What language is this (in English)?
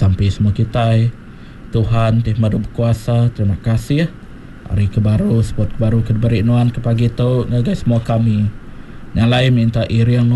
Iban